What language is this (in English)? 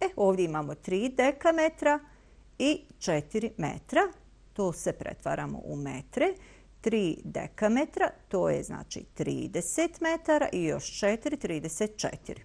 Bosnian